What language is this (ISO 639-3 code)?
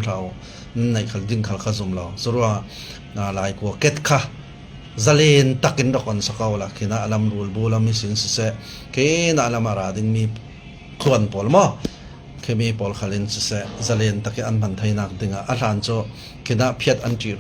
cfm